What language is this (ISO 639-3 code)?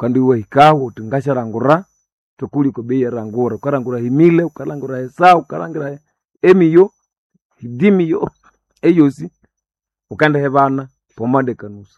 nnb